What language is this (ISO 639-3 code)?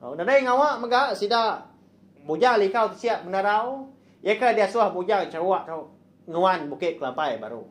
iba